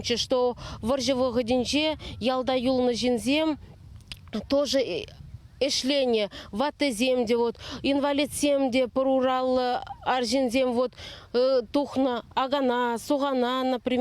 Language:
Chuvash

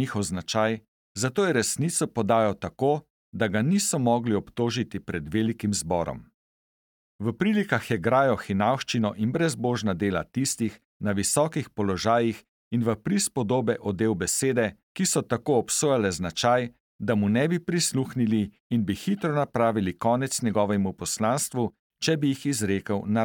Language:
Slovenian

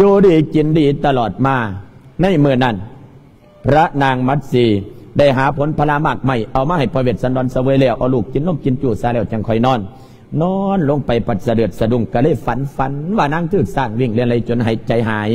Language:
Lao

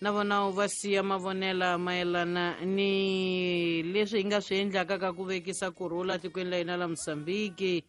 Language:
Tsonga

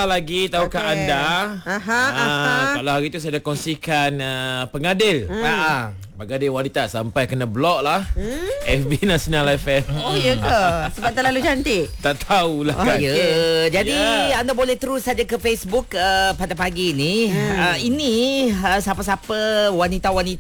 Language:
Malay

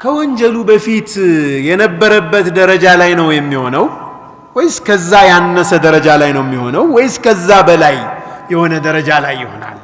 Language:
Amharic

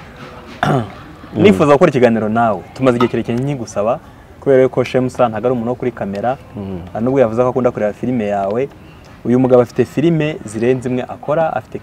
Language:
Kinyarwanda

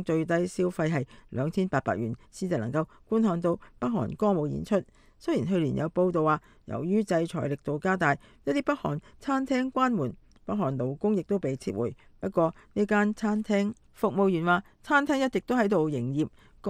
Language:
Cantonese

